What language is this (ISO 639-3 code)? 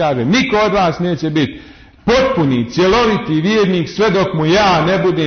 bos